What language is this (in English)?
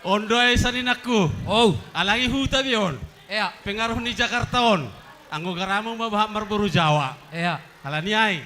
Batak Simalungun